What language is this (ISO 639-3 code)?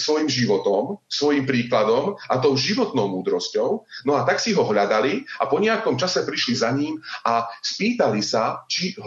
slk